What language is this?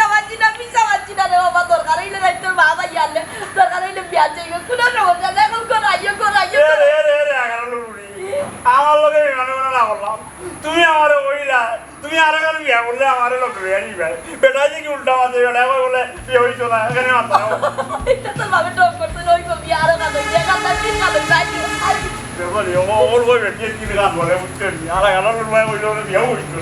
Sylheti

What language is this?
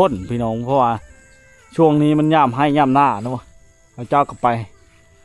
Lao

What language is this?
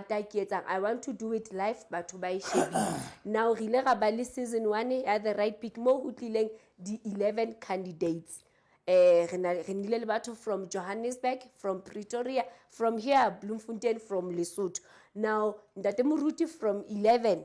Southern Sotho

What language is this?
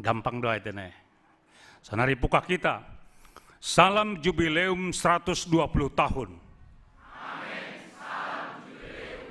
Batak Simalungun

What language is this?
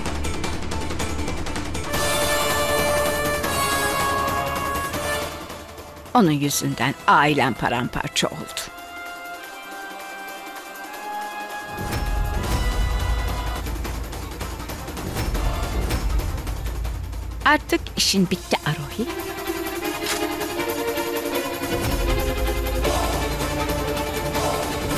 Turkish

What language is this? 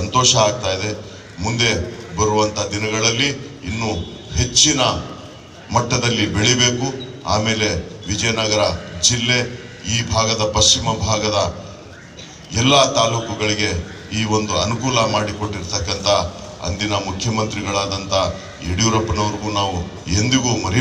Kannada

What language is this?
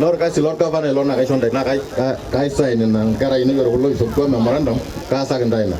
Masai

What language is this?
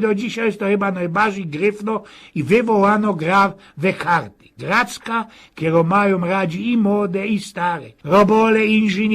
Silesian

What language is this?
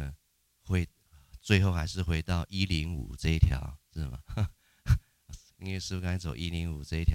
Chinese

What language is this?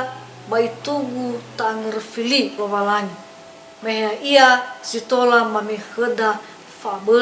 Nias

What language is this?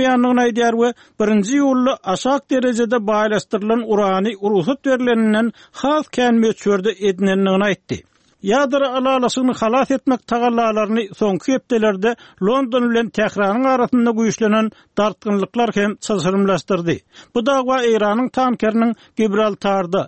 Turkmen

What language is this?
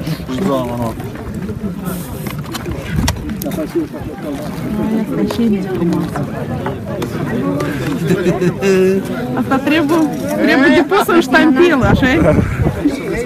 Romanian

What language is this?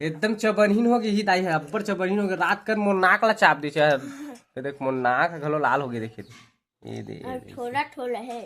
Chhattisgarhi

